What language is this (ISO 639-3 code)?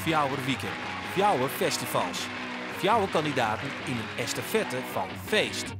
fry